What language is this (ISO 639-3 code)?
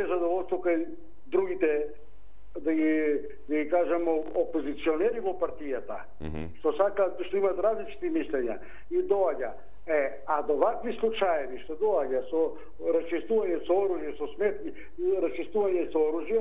mkd